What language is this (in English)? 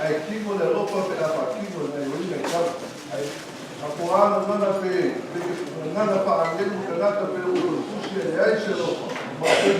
Samoan